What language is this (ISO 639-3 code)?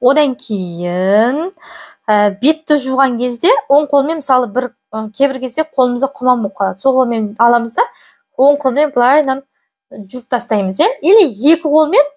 kaz